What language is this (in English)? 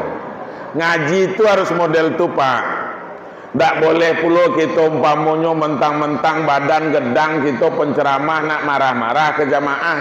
Minangkabau